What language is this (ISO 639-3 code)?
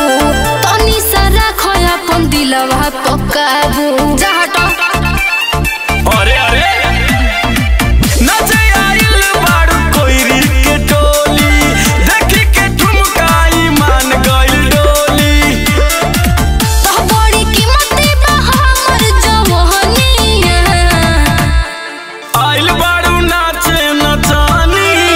bho